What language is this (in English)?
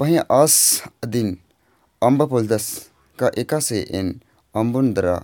Kurukh